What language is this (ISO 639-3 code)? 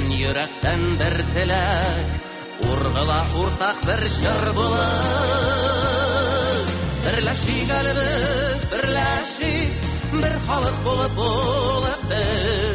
tat